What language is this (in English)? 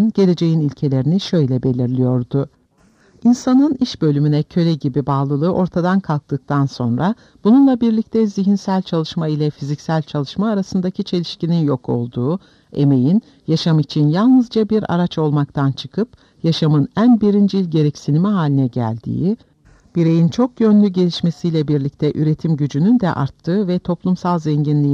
Turkish